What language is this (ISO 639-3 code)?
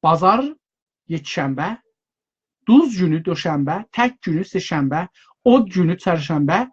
azb